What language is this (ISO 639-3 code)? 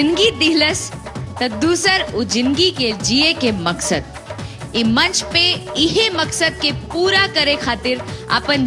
bho